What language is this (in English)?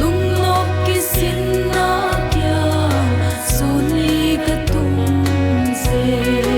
Paite Chin